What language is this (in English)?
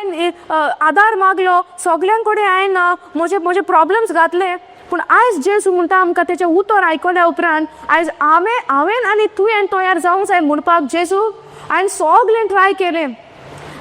Konkani